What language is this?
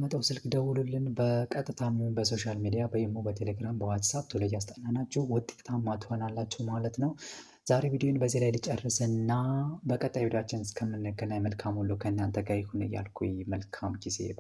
Amharic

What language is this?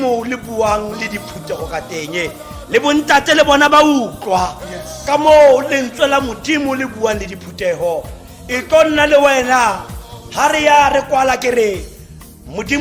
Tswana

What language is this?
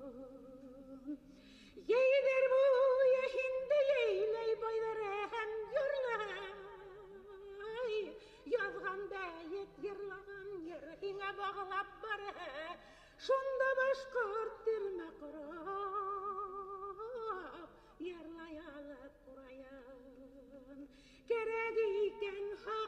Bashkir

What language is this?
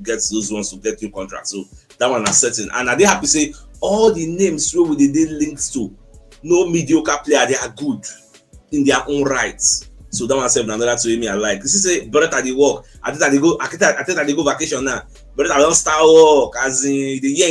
Nigerian Pidgin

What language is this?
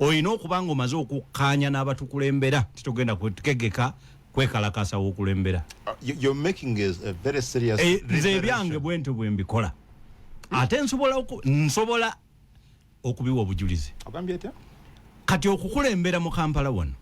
Ganda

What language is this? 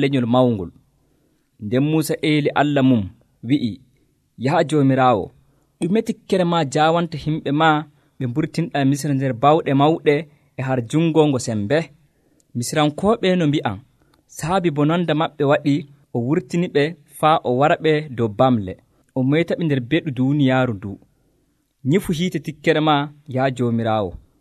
Nigerian Fulfulde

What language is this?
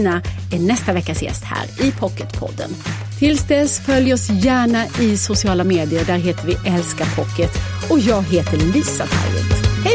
Swedish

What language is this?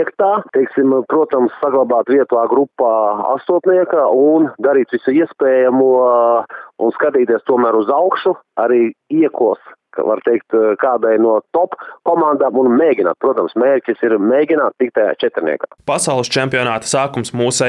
Latvian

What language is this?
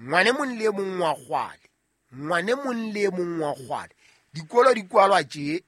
Southern Sotho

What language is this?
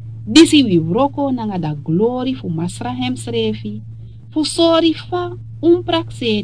Sranan Tongo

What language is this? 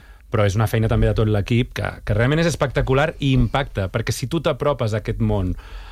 Catalan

